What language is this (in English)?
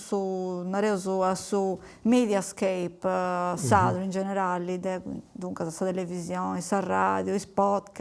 Sardinian